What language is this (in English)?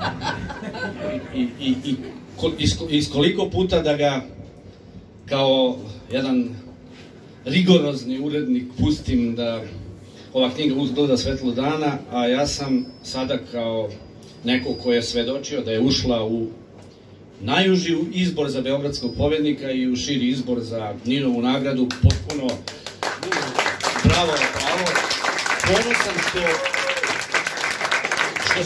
Serbian